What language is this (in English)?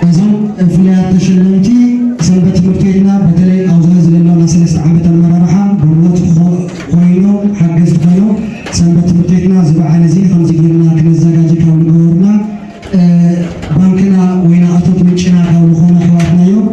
Tigrinya